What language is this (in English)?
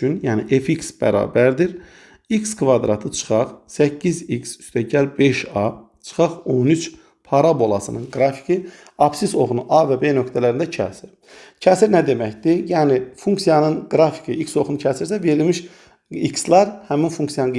Azerbaijani